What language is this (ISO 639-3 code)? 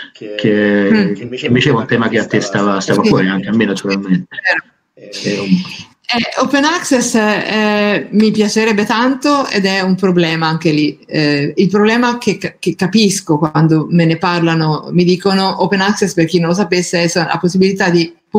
ita